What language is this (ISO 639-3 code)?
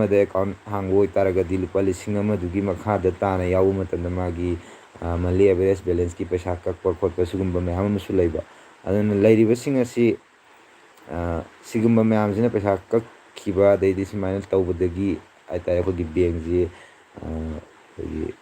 mni